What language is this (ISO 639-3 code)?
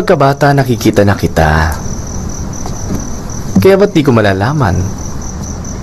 fil